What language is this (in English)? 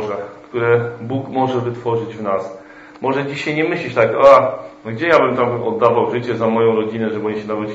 Polish